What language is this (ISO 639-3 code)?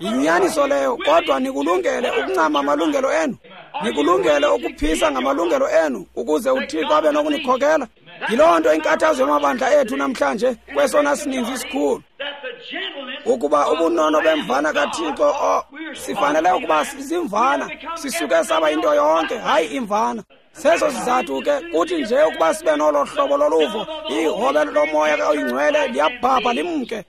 xho